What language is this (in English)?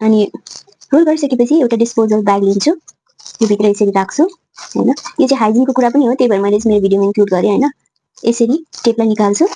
Nepali